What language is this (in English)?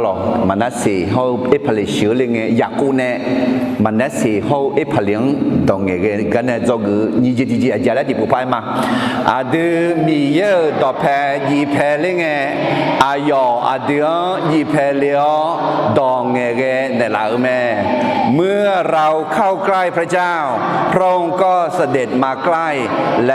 Akha